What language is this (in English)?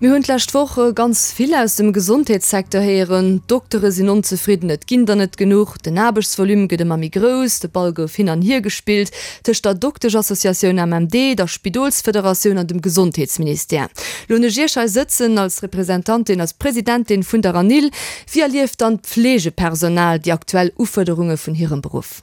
Luxembourgish